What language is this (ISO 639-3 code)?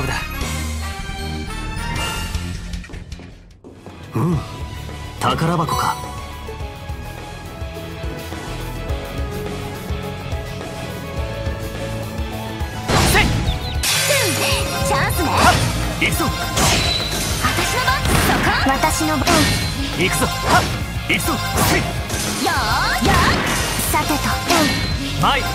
jpn